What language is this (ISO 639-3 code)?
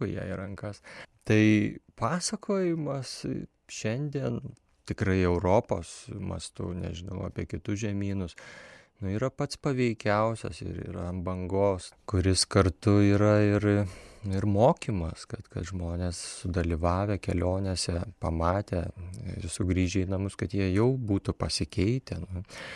lit